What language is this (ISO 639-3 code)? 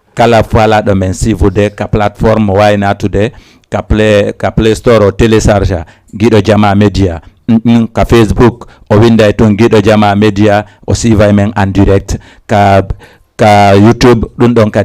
ful